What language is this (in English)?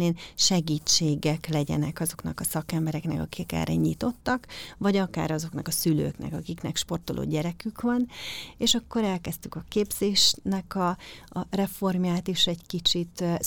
Hungarian